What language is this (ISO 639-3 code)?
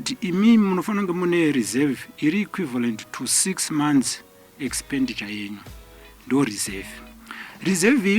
sna